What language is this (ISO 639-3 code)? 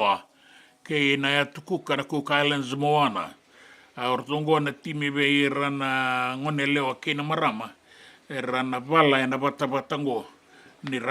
fij